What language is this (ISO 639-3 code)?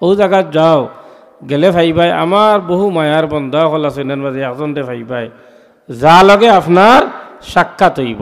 syl